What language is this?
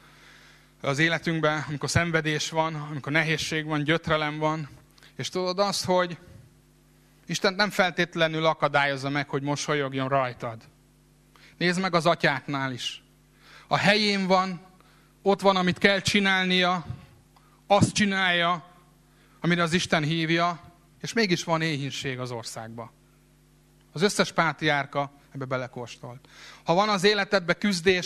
Hungarian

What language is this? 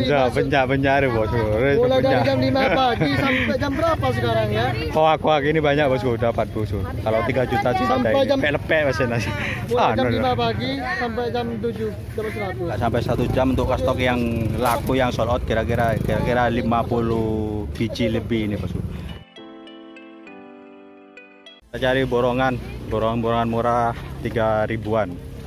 Indonesian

